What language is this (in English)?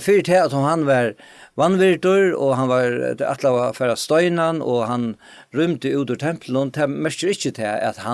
Faroese